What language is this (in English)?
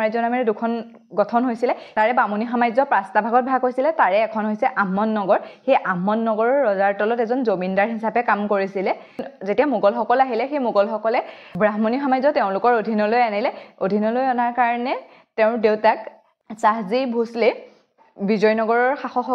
Assamese